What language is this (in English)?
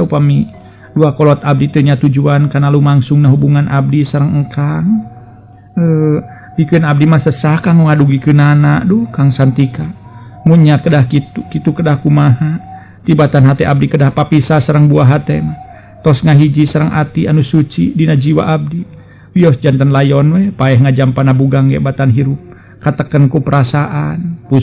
Sundanese